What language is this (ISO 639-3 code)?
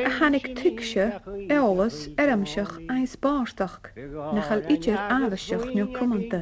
gla